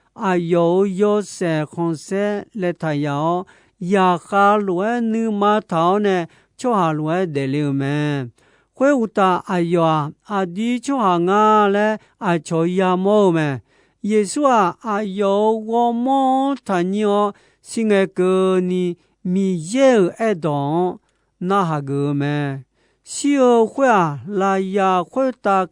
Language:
Akha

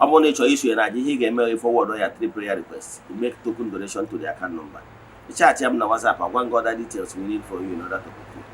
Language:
Igbo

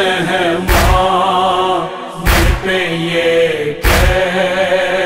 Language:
Urdu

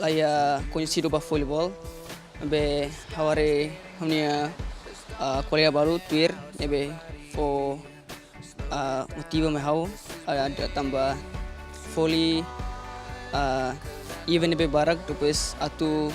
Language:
Tetum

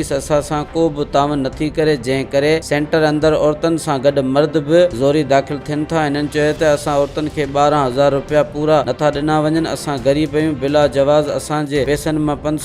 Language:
Sindhi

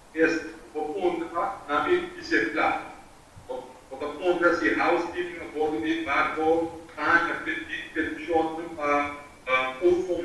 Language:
Papiamento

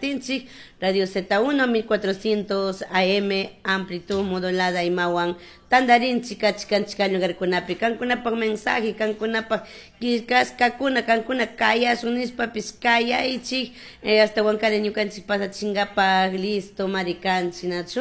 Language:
Chimborazo Highland Quichua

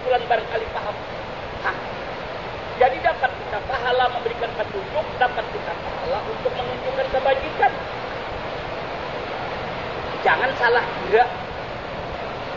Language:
Indonesian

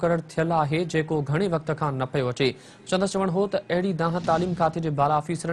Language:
Sindhi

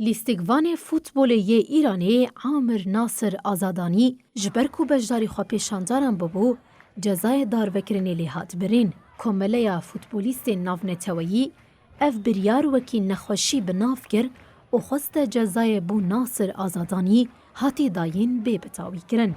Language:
Kurdish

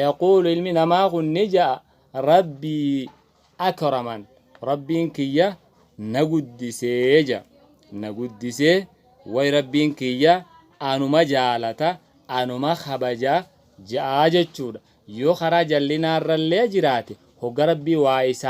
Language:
Oromo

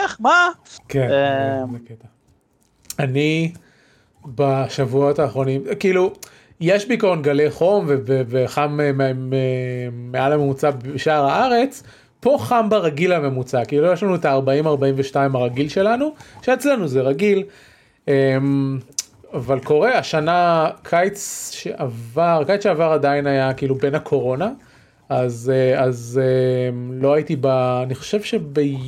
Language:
Hebrew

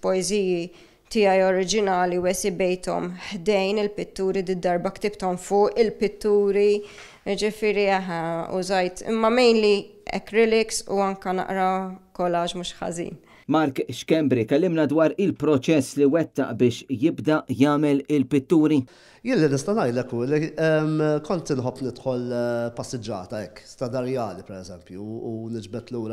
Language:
Maltese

